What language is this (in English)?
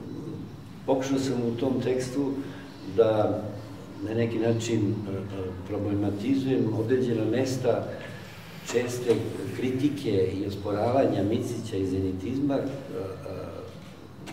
Serbian